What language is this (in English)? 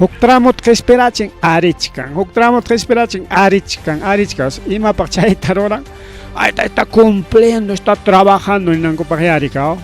Ayacucho Quechua